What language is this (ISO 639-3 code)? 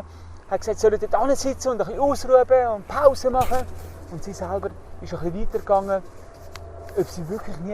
gsw